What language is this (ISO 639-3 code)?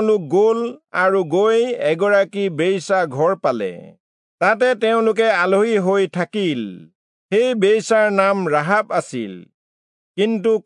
asm